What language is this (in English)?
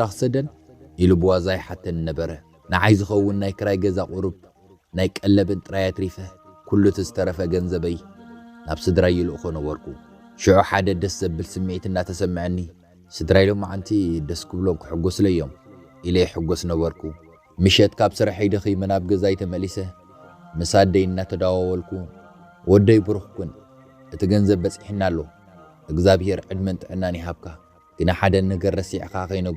Tigrinya